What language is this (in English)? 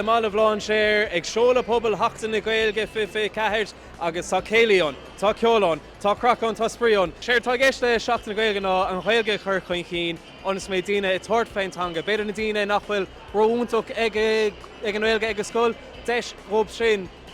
Irish